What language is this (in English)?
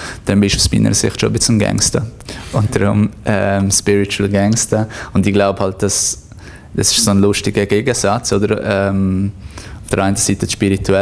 Swiss German